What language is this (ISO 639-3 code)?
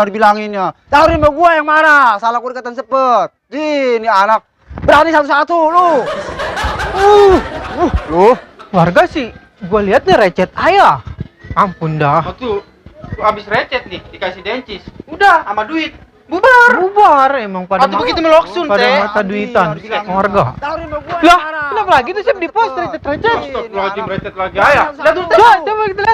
bew